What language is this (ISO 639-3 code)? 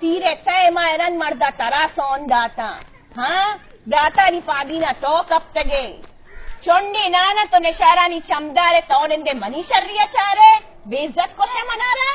bal